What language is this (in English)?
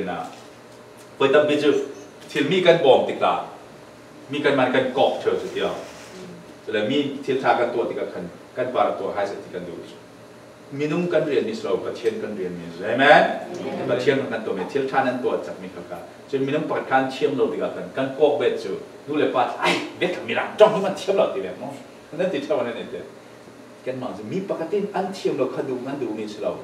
Falam Chin